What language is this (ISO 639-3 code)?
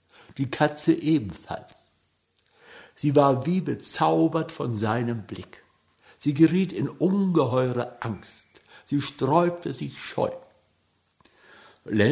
deu